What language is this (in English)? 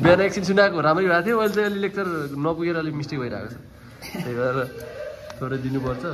Nepali